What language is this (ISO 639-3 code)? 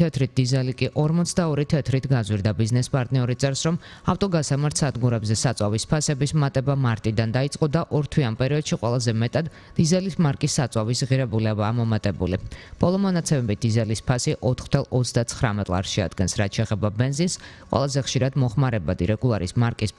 kat